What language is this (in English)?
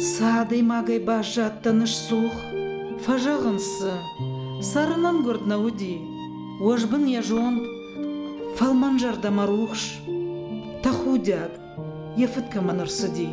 Ossetic